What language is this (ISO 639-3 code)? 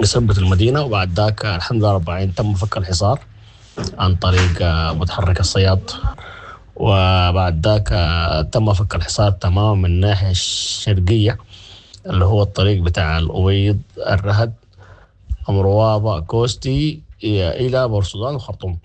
apd